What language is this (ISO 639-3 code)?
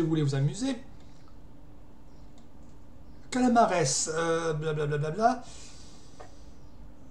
fra